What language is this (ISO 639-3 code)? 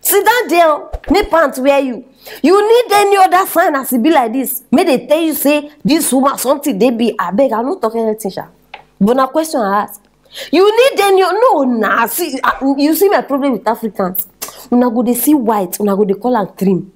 pcm